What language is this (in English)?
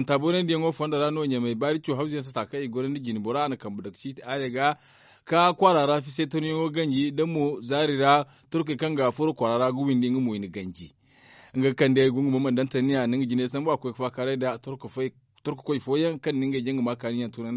Zarma